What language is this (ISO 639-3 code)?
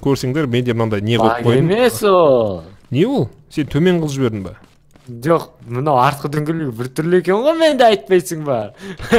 kaz